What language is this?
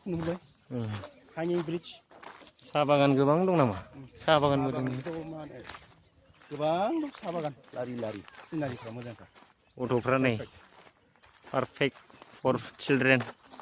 Bodo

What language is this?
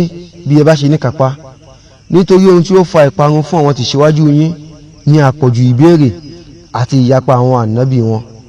Yoruba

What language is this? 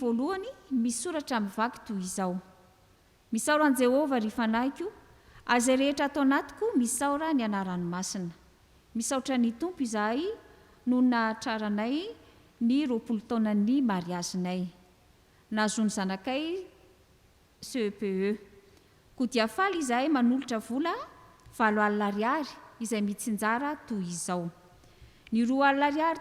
Malagasy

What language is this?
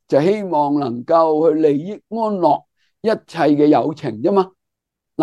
Cantonese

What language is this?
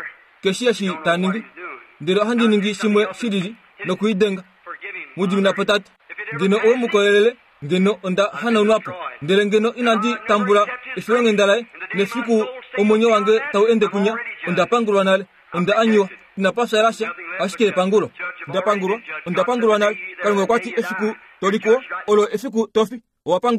Kuanyama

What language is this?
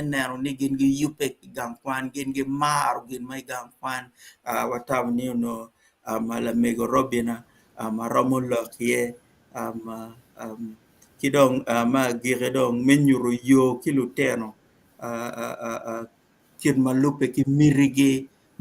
Acoli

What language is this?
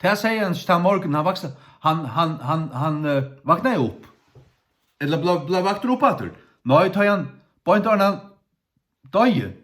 Faroese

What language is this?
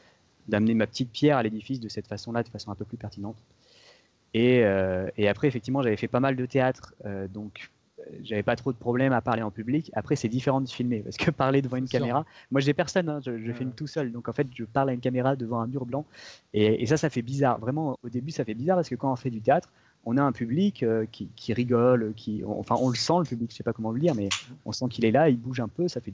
French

